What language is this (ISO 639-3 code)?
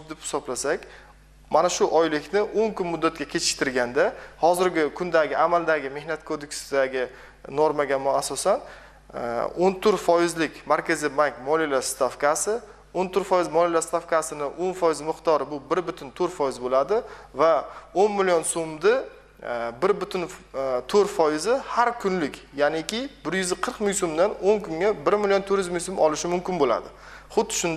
uzb